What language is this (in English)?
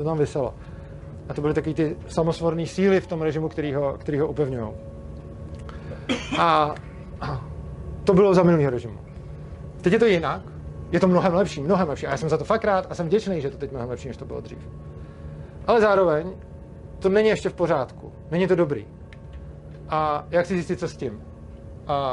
Czech